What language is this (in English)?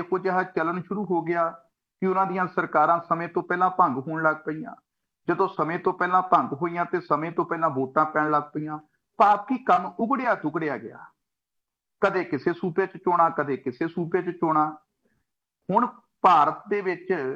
Punjabi